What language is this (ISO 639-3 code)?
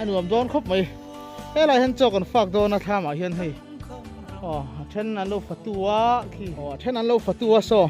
lus